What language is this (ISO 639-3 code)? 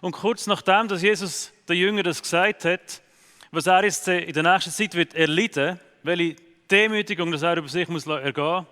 gsw